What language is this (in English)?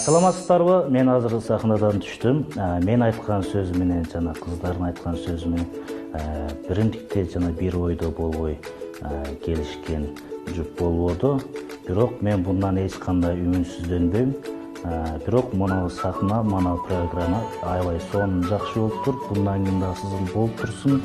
Uyghur